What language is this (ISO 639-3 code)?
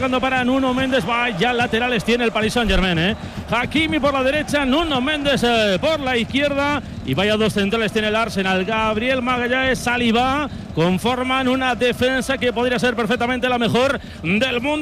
spa